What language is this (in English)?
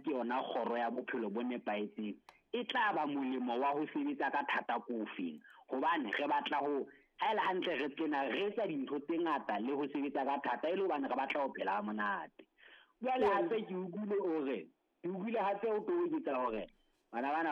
Southern Sotho